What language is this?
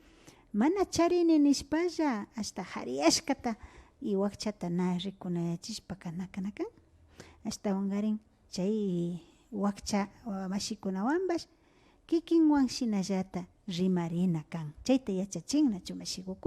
Imbabura Highland Quichua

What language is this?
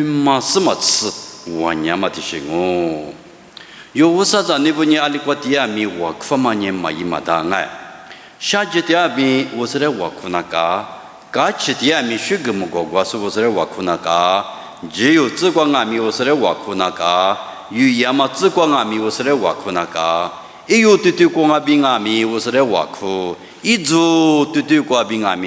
Lisu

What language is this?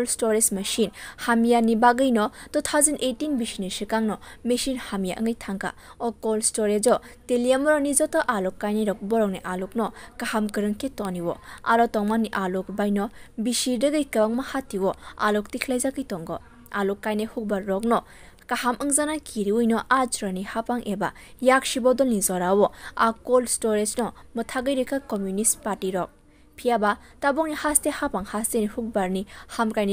Kok Borok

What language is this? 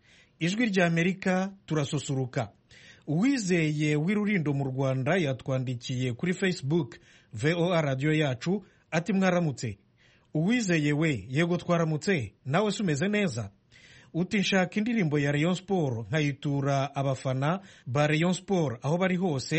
Kinyarwanda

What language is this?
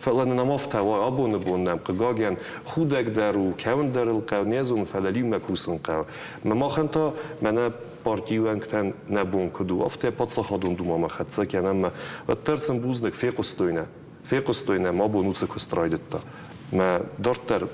Ossetic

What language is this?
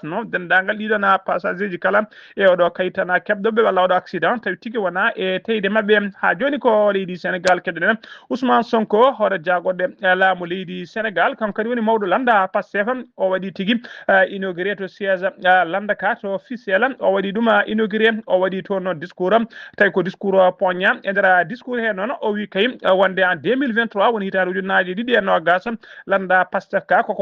Fula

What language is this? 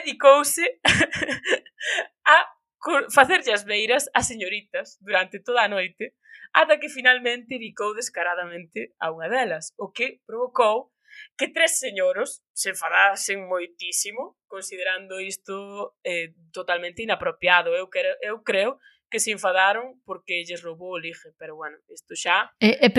Galician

